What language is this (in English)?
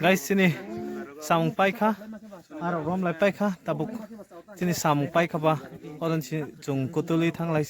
Kok Borok